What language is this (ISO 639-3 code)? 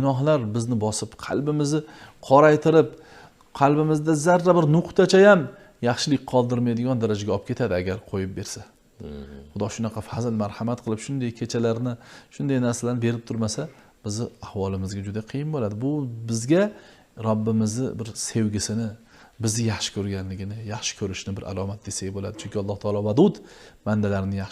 uzb